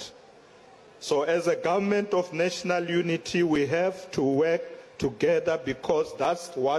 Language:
Tsonga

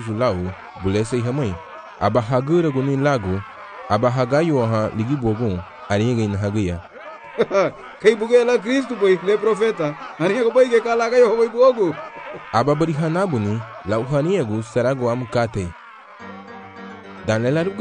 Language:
Garifuna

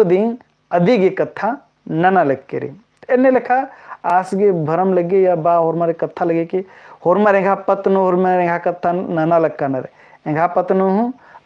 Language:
Kurukh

